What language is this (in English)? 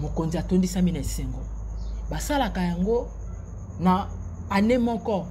Lingala